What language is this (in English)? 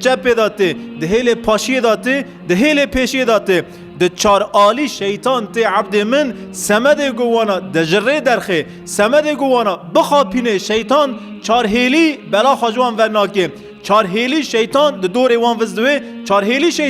Kurdish